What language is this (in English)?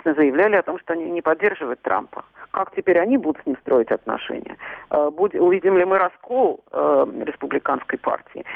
Russian